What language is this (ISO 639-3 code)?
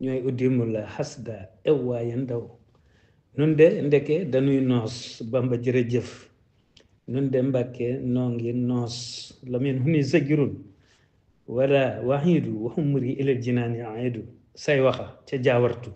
wol